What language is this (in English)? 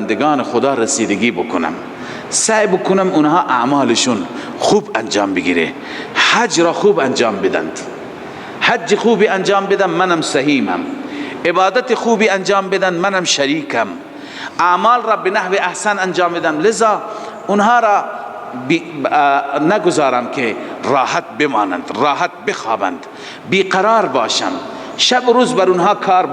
Persian